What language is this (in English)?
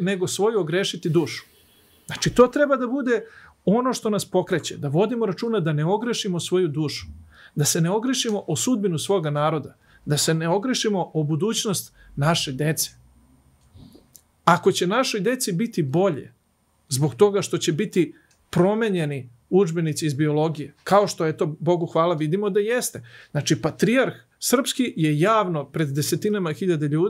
Serbian